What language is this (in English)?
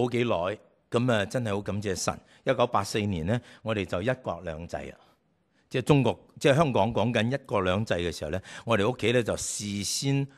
Cantonese